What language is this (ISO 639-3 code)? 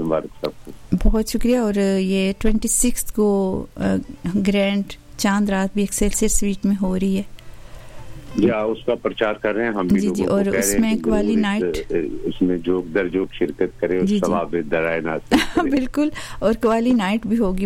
urd